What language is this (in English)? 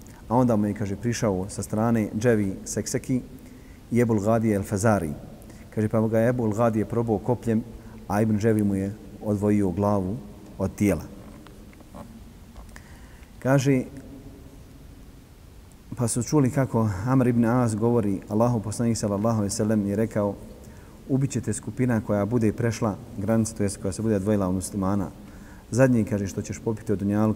Bosnian